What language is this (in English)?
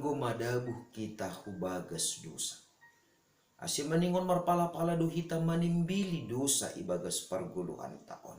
Batak Simalungun